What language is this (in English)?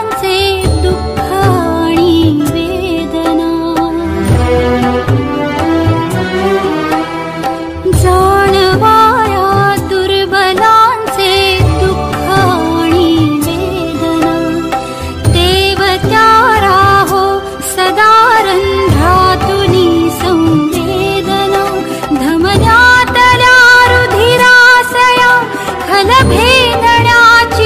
Marathi